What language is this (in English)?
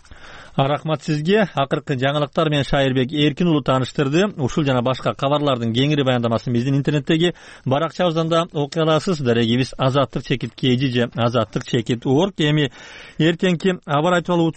Kyrgyz